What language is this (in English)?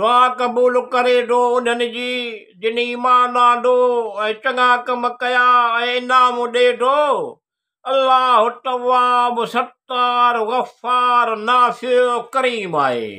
Sindhi